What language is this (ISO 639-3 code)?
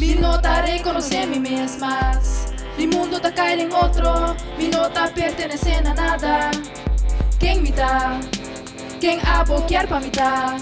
pap